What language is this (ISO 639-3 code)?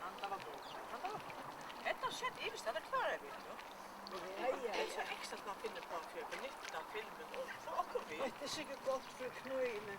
fao